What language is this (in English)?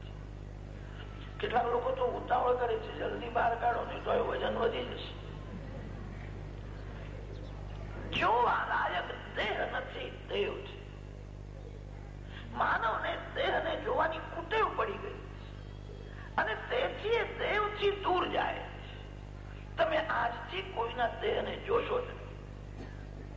Gujarati